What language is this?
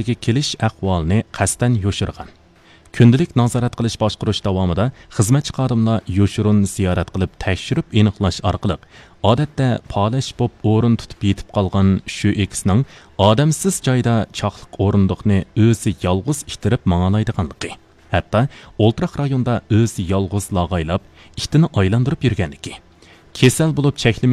Uyghur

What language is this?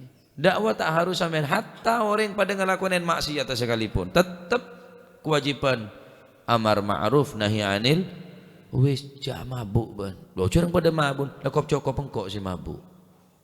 Madurese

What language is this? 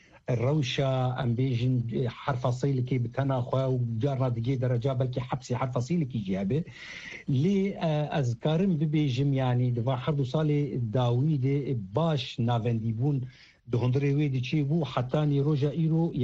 Kurdish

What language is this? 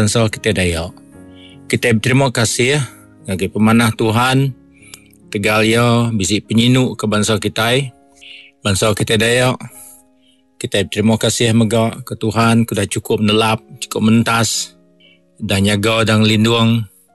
Iban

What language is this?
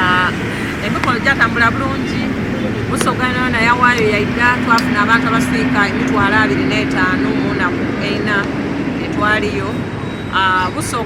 Soga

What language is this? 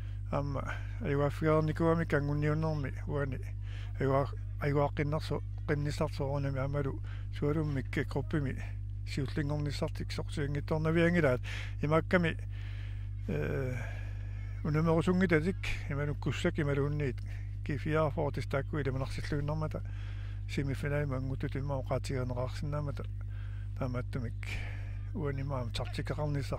Kalaallisut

